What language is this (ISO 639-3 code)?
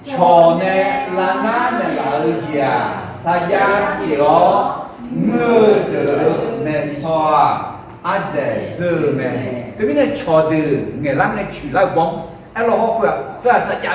ahk